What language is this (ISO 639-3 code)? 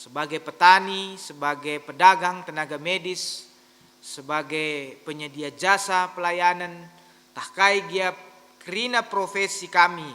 btx